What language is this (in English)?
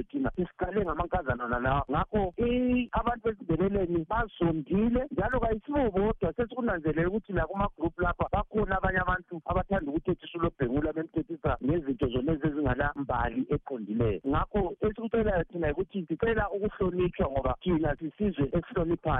North Ndebele